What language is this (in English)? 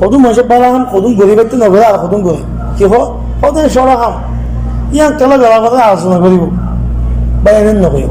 Rohingya